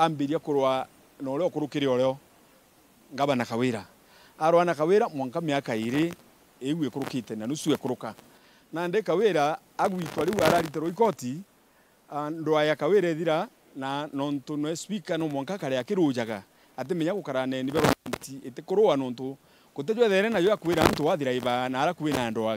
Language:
Meru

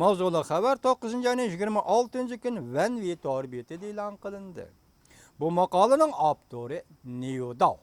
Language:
Uyghur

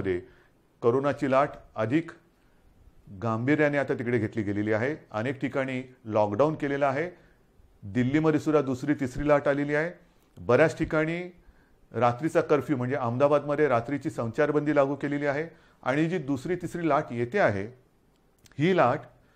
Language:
Marathi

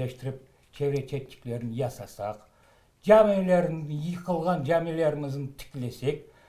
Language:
Crimean Tatar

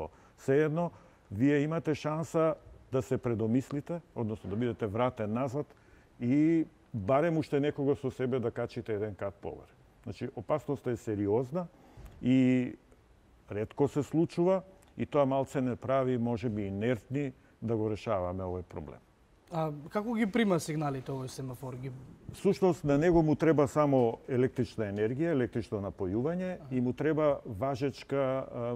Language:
Macedonian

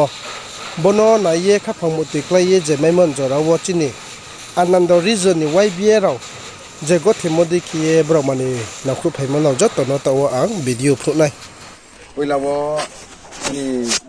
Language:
Riang (India)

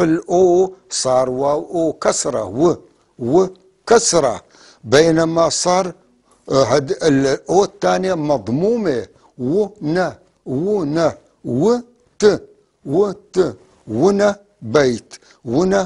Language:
North Levantine Arabic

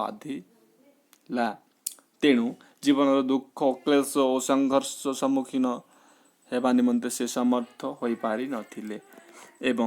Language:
Odia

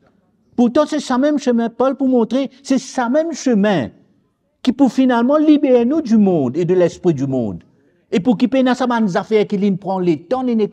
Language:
Morisyen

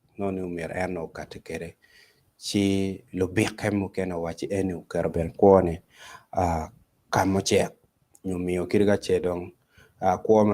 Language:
Acoli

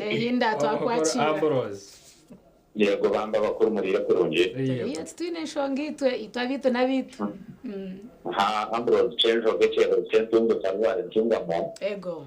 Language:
Nyankole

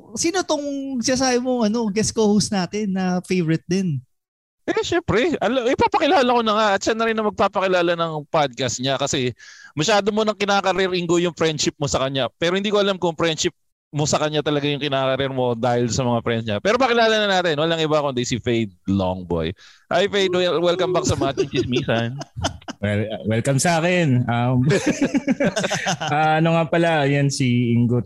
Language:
Filipino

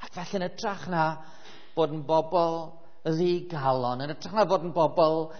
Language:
Welsh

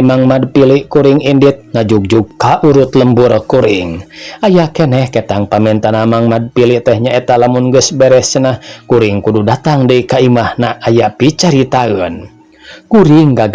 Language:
Sundanese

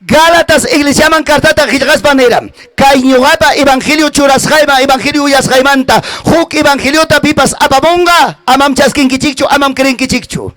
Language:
Ayacucho Quechua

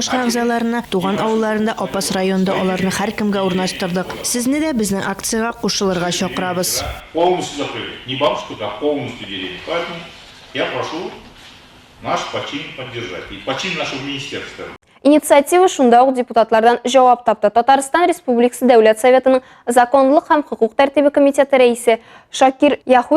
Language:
Tatar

